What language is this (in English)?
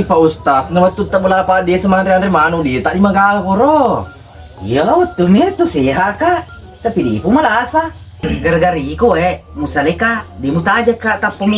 Buginese